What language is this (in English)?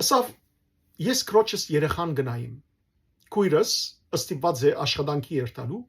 Western Armenian